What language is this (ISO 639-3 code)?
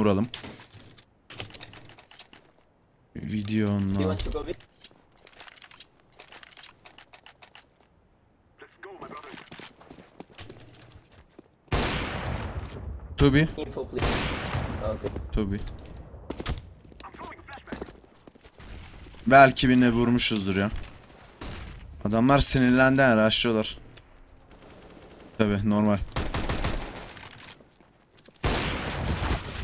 tur